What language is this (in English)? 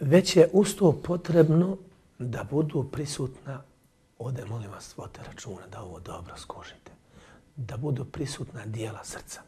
Bosnian